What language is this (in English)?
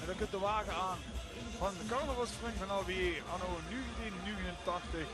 Limburgish